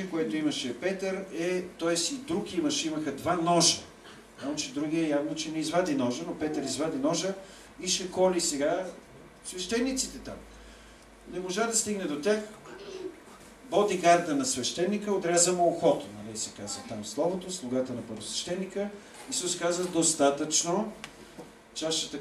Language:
Bulgarian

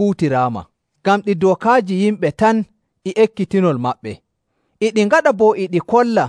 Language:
Nigerian Fulfulde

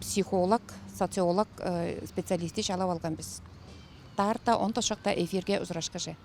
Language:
Tuvinian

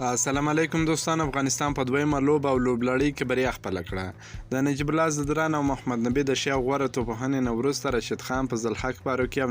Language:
Pashto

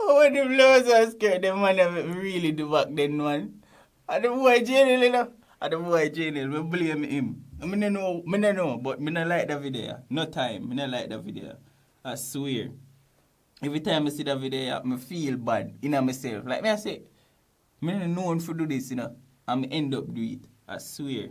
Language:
Jamaican Creole English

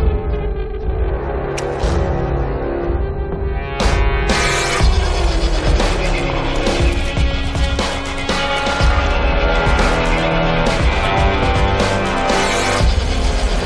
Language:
Tamil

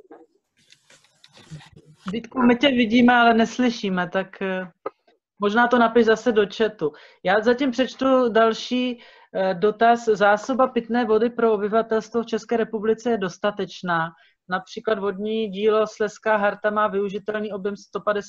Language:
Czech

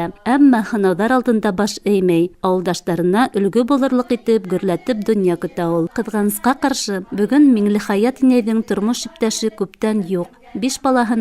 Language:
Bashkir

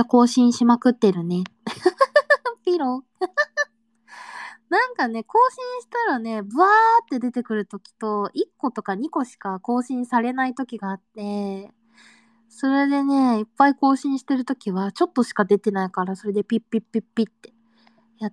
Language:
Japanese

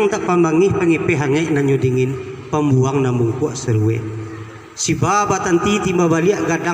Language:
Minangkabau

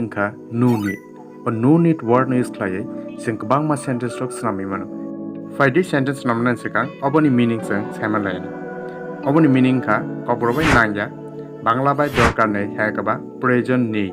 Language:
Kok Borok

